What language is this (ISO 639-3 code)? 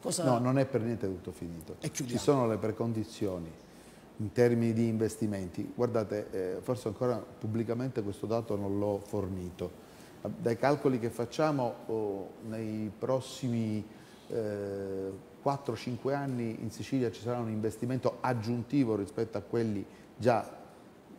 ita